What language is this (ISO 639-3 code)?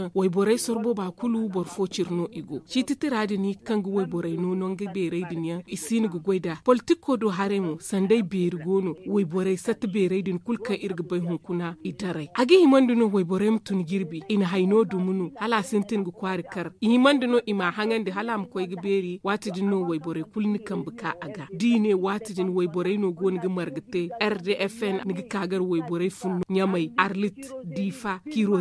dje